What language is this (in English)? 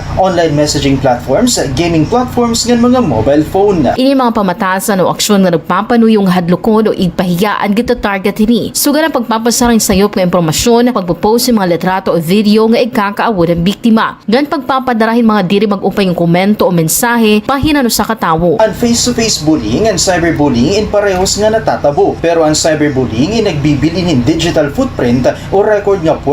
Waray